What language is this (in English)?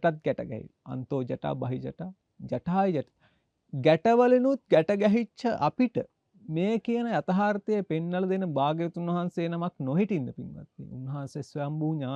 Sinhala